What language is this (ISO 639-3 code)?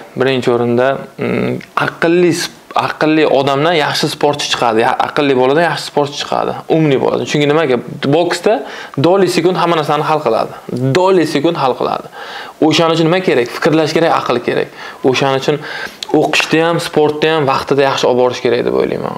uzb